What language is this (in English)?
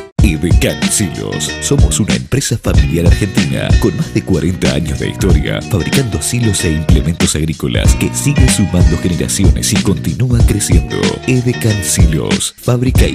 Spanish